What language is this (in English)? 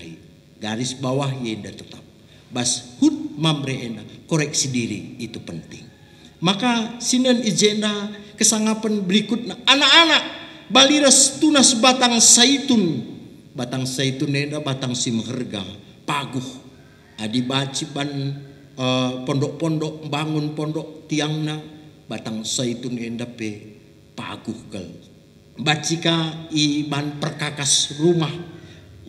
Batak Karo